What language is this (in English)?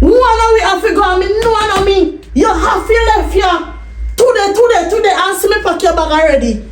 Jamaican Creole English